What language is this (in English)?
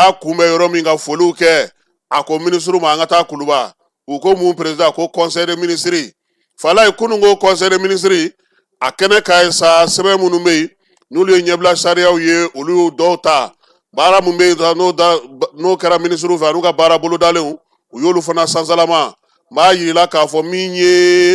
Bambara